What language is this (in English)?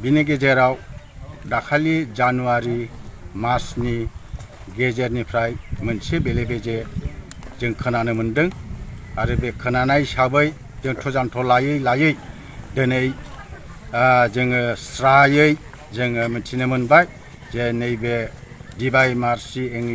Bodo